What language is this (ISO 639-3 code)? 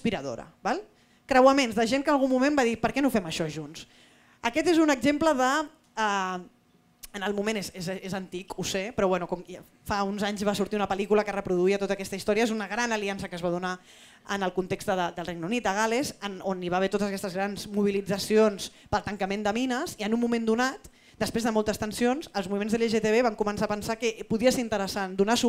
cat